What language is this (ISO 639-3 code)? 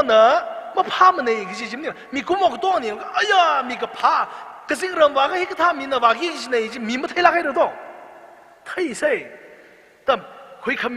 nmf